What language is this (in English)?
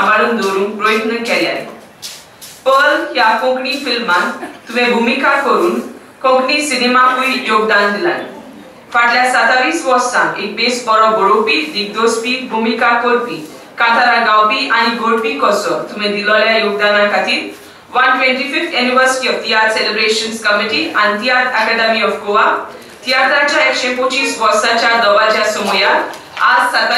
Konkani